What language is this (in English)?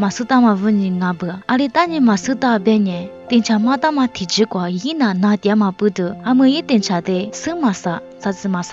Lisu